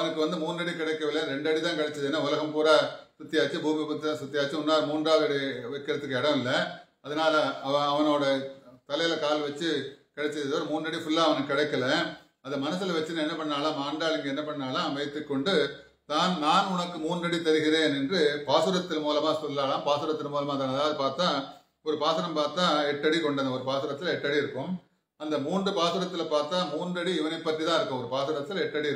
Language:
Tamil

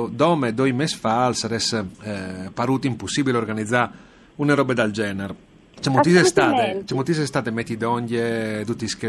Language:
Friulian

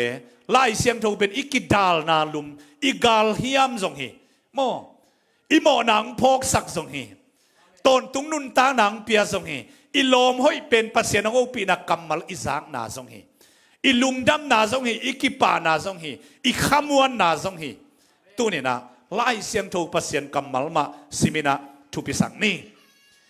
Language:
Tedim Chin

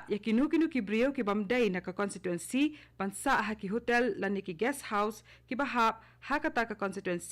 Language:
Khasi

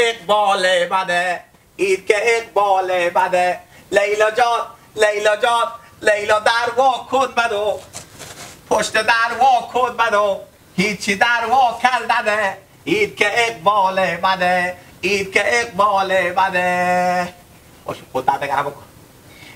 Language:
Hazaragi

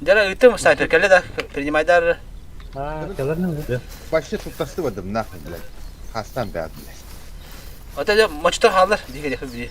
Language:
Yakut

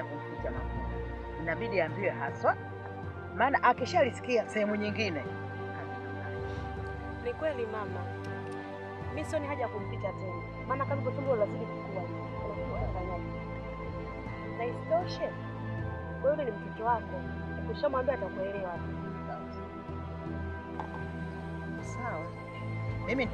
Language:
Swahili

